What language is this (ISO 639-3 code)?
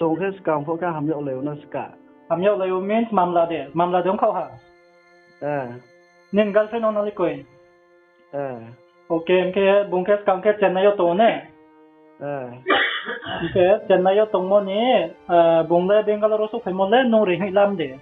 ria